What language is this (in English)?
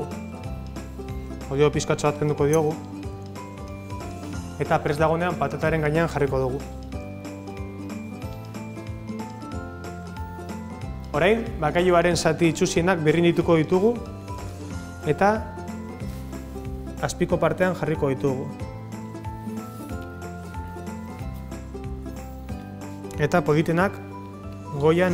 Basque